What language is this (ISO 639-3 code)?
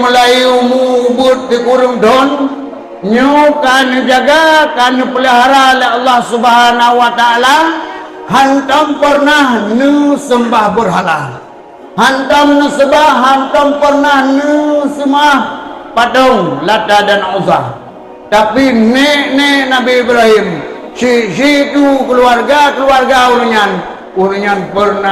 ace